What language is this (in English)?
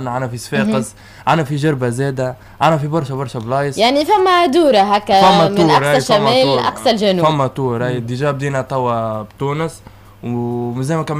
Tunisian Arabic